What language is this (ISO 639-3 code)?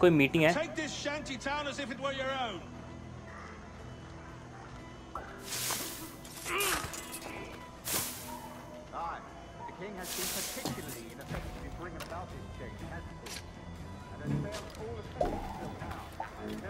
hin